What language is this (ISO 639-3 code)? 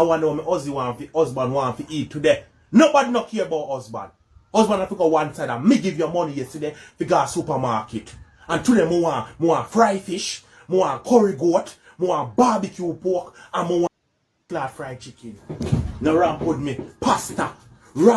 jam